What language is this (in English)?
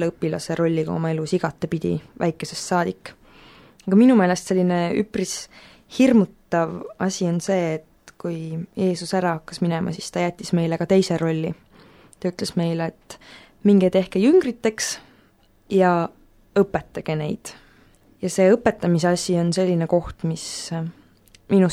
Estonian